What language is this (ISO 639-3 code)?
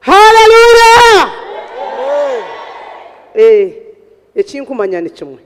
nyn